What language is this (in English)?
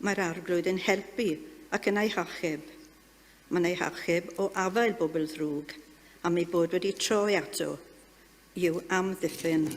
Welsh